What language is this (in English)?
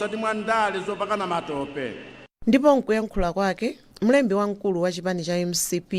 Nyanja